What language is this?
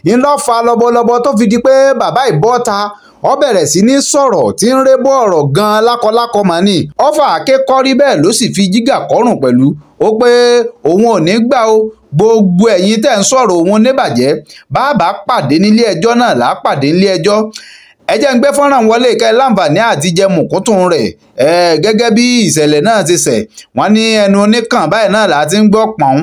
Yoruba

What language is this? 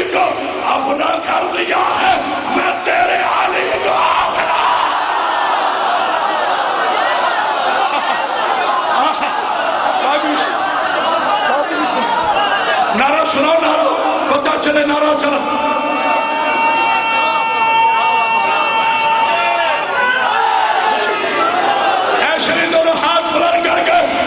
Urdu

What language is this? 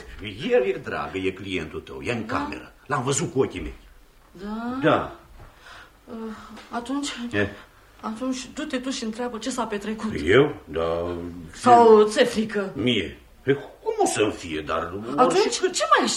Romanian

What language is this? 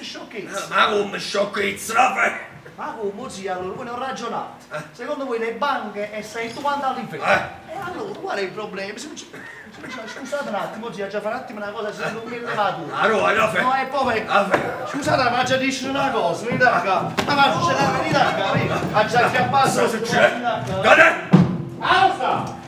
Neapolitan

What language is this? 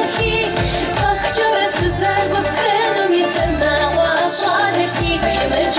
Kabardian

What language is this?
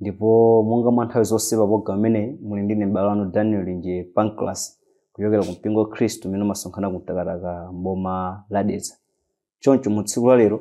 Nyanja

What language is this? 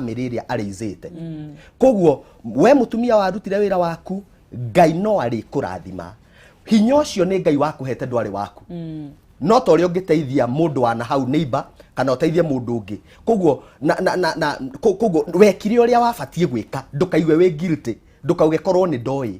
Kikuyu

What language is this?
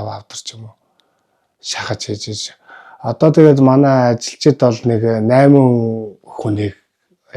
Mongolian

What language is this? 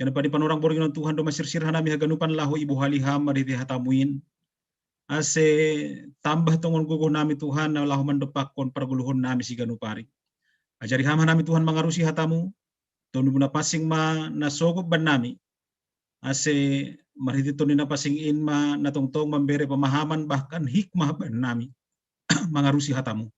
Batak Simalungun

